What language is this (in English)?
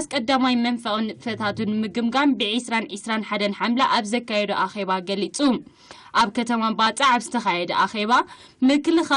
Tigrinya